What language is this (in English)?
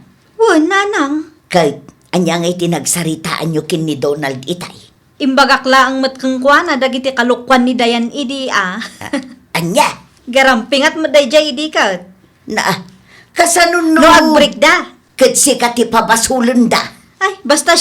Iloko